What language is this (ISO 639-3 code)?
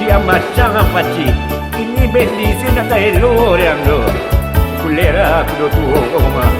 min